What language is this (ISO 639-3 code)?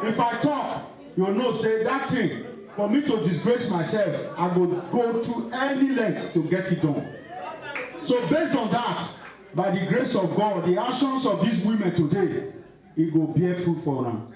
pcm